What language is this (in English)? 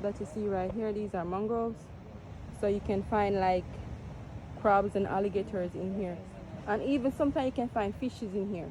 Jamaican Creole English